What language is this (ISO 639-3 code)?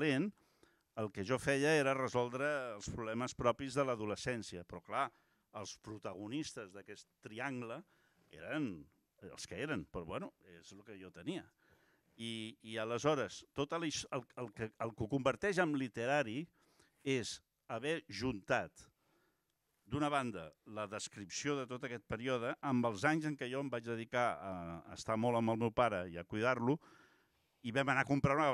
cat